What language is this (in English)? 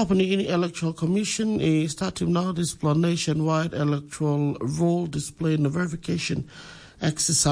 Tok Pisin